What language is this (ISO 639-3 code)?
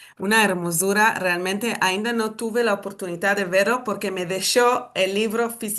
lad